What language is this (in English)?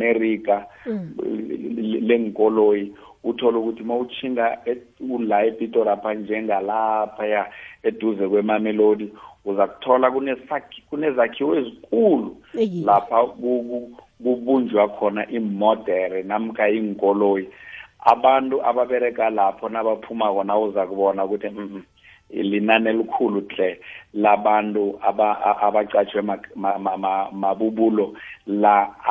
South Ndebele